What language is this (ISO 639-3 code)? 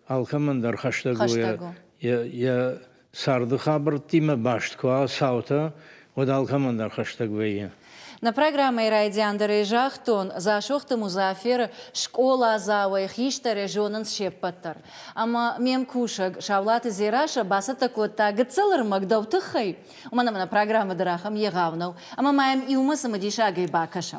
oss